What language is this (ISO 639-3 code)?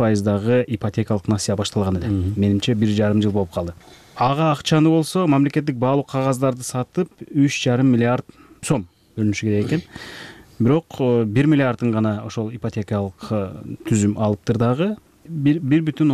kir